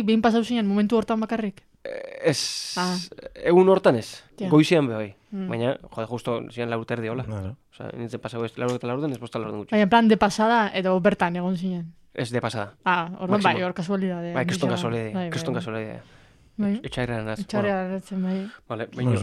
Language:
Basque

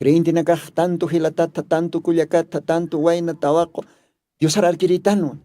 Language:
Aymara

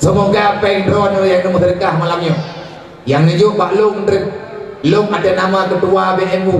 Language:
Achinese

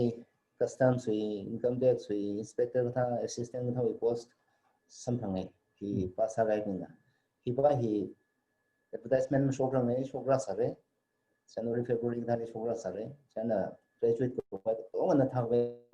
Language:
Tangkhul Naga (India)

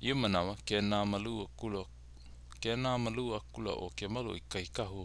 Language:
Hawaiian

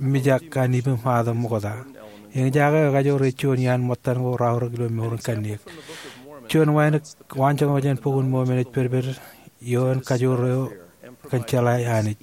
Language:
Marshallese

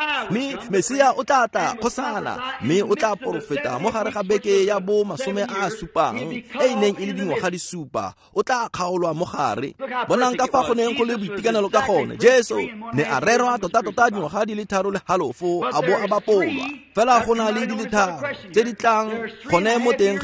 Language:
Tswana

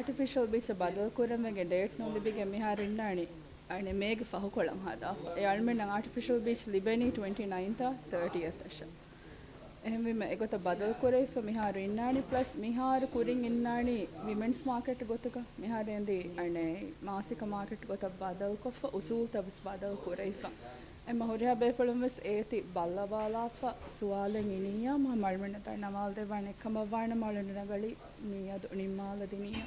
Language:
Divehi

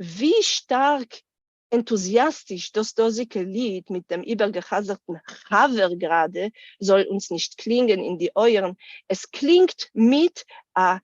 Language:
Yiddish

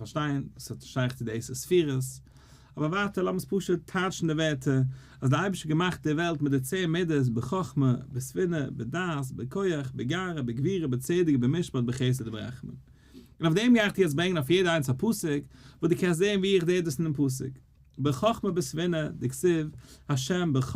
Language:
Yiddish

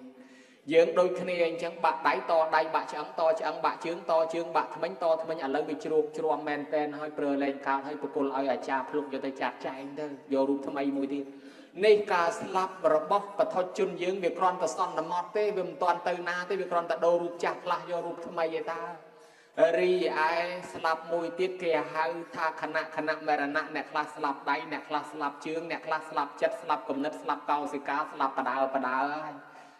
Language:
Khmer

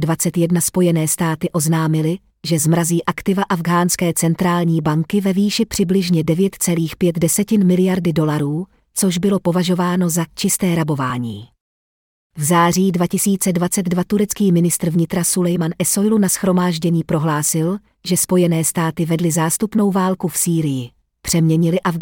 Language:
Czech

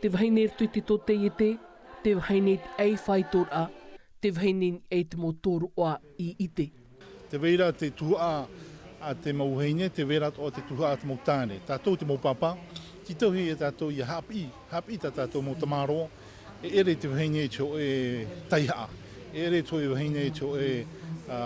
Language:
Tahitian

